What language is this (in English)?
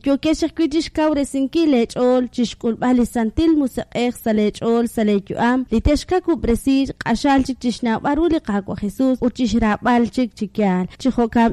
Kekchí